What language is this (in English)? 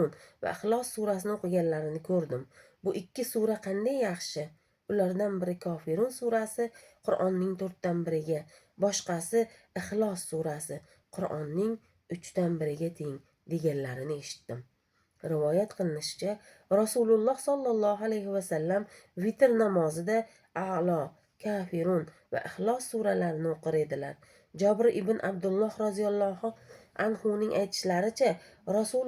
Uzbek